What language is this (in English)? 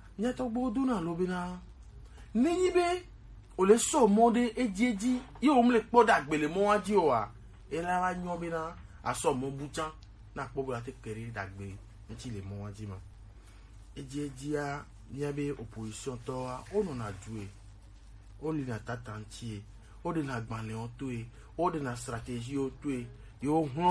Gen